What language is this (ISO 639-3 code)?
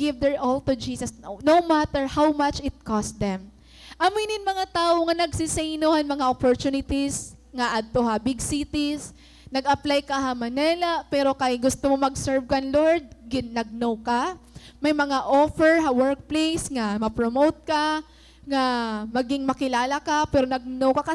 war